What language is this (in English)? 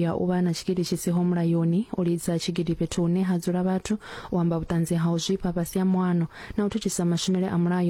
Venda